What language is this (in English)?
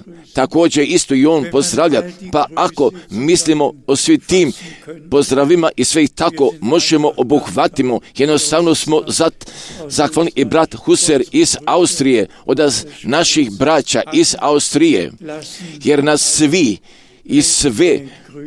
Croatian